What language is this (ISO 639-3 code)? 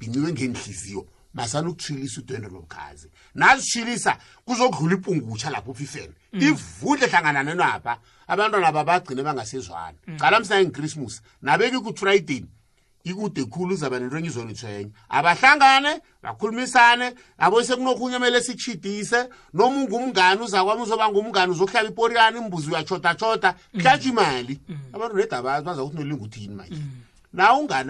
nbl